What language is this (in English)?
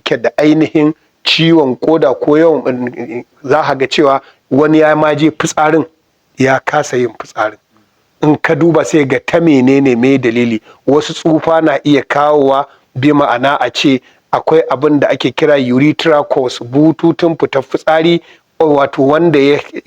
Hausa